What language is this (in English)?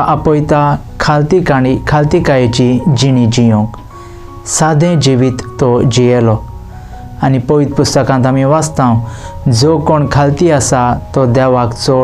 Konkani